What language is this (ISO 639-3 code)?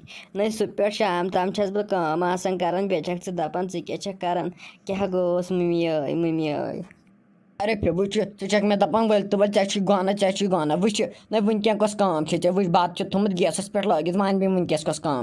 kas